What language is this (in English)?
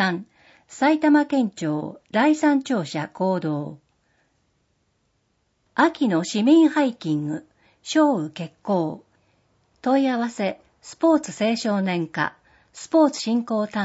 Japanese